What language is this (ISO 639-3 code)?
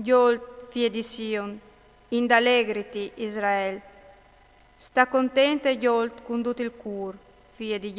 fur